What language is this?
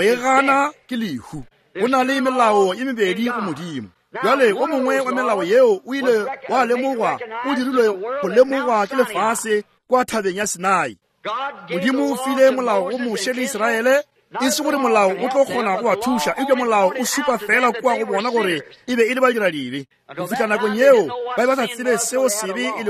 Northern Sotho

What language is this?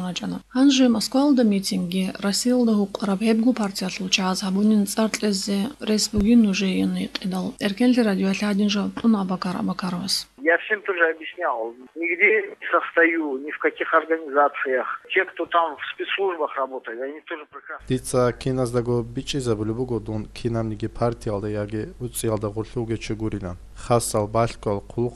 Avaric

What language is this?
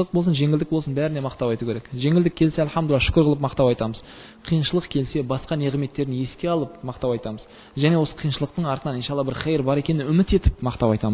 Kazakh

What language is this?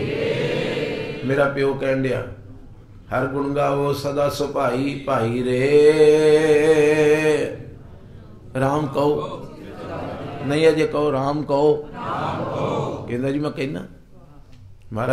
Punjabi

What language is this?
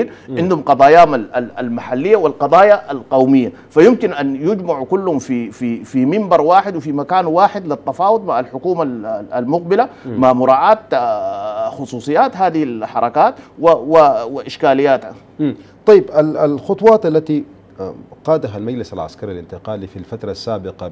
Arabic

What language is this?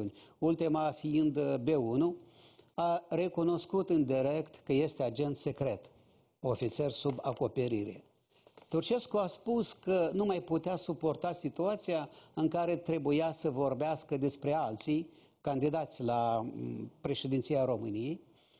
Romanian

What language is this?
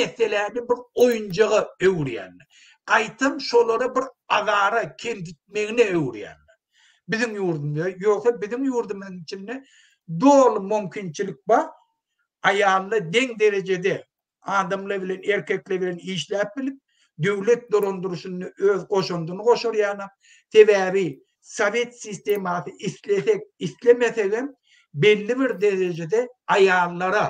Turkmen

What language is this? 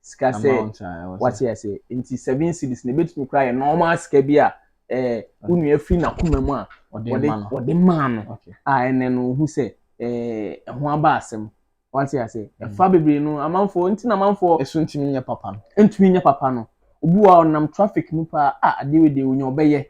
Akan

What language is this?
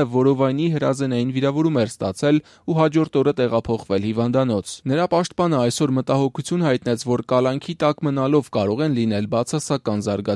Armenian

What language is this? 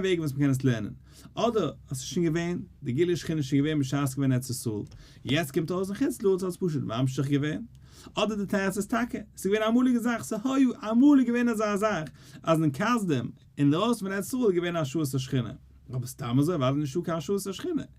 Yiddish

